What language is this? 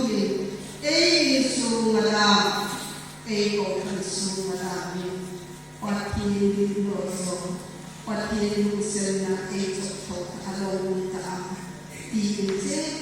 Hmar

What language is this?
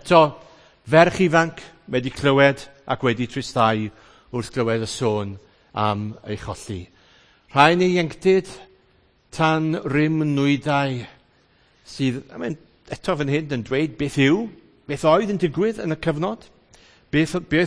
Welsh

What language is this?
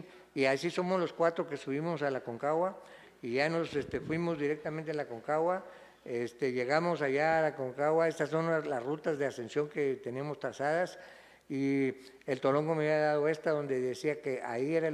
Spanish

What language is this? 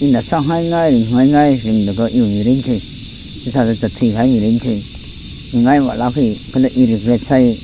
Tangkhul Naga (India)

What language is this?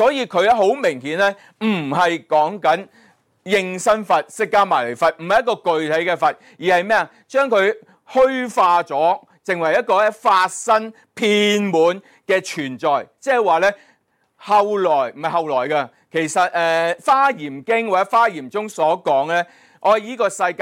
Cantonese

